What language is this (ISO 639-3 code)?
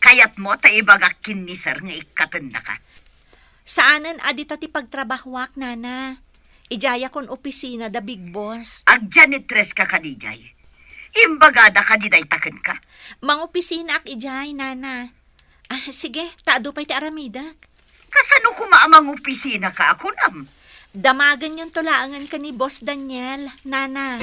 ilo